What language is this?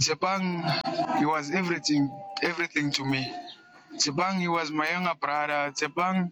Northern Sotho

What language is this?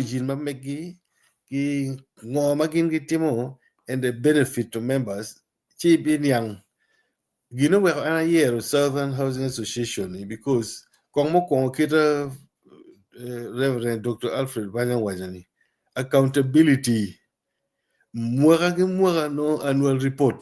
Acoli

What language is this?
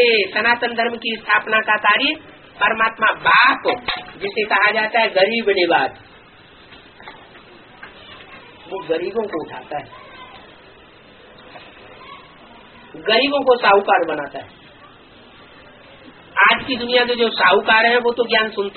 Hindi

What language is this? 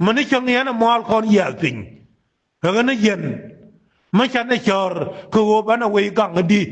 Nuer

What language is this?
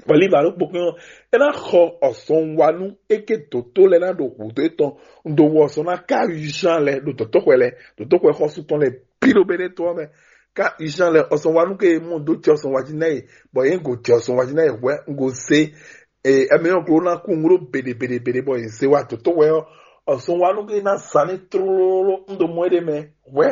Fon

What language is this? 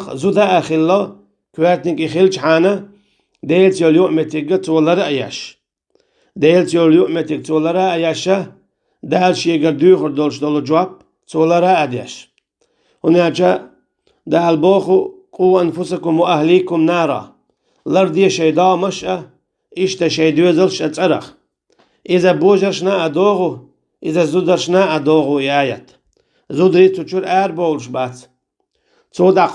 Chechen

